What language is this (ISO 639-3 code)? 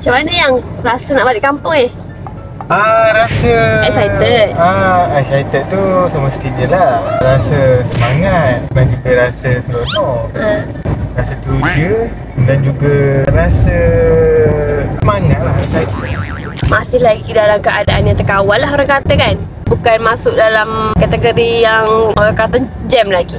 msa